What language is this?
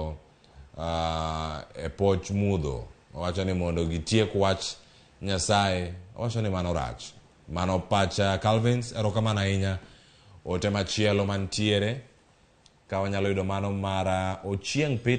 Luo (Kenya and Tanzania)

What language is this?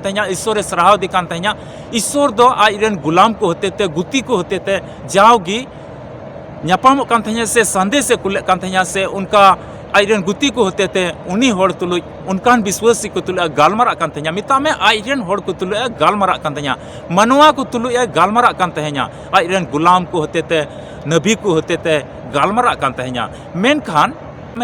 Santali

